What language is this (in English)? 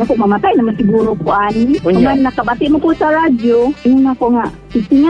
Cebuano